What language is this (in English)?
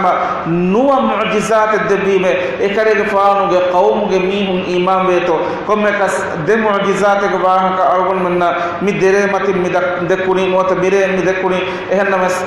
Divehi